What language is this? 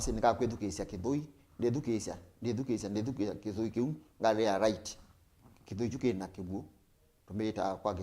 Kamba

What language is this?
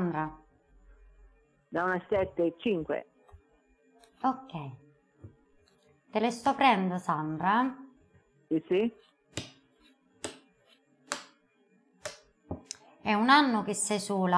Italian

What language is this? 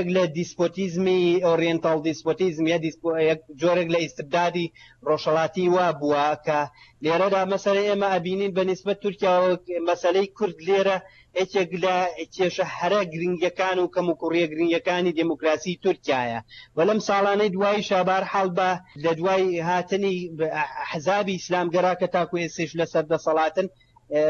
Central Kurdish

